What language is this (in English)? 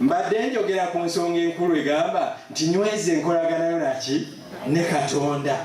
Ganda